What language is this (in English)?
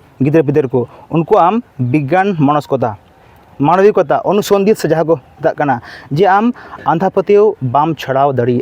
Santali